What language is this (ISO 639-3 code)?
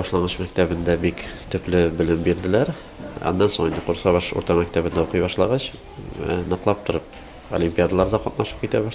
tat